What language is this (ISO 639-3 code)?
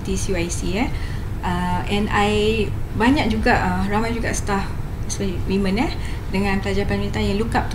msa